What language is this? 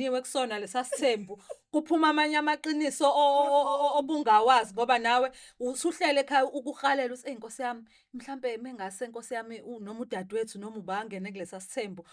Zulu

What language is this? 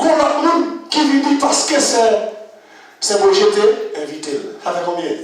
Haitian Creole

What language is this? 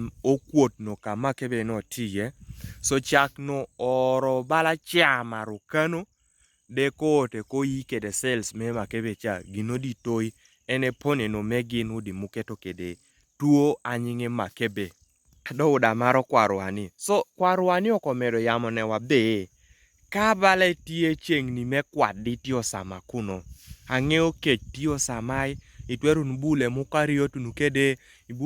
Kumam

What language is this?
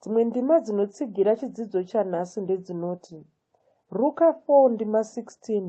Shona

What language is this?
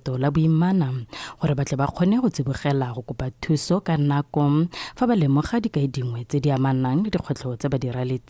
Tswana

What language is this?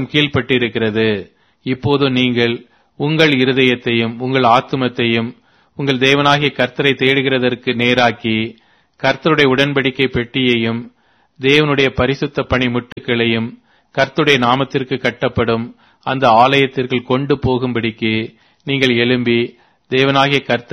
Tamil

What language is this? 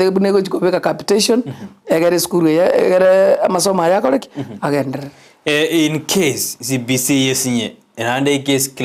Gusii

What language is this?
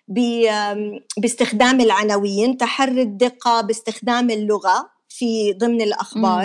North Levantine Arabic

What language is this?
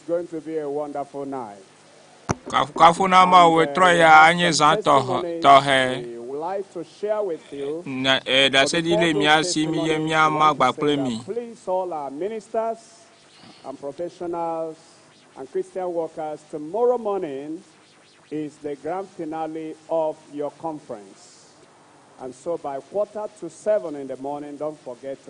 Ewe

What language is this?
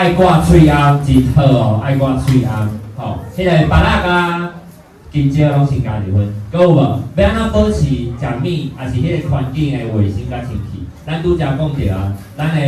Min Nan Chinese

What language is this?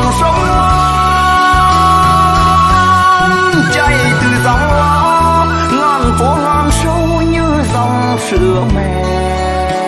Vietnamese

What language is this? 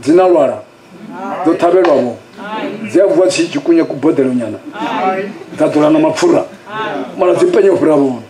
Venda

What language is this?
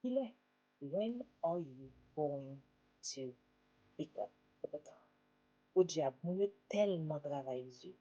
Haitian Creole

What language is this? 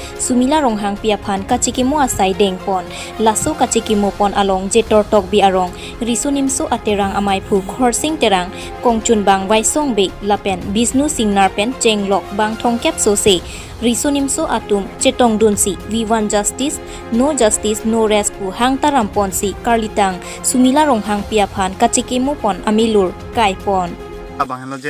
Karbi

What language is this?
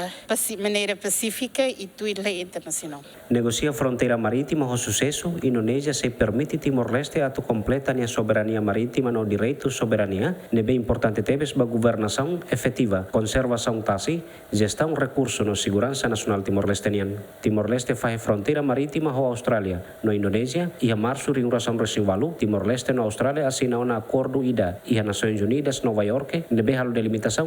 Tetum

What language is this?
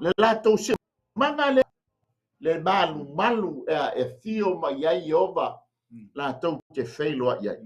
Samoan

